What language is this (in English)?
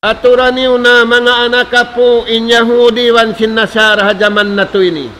Tausug